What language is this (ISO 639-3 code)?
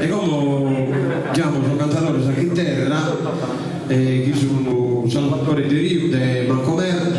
srd